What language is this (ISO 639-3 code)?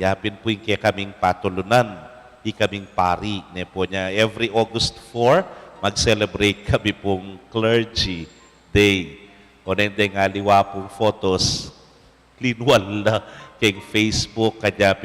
pam